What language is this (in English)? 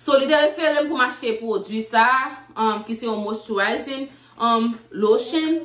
Haitian Creole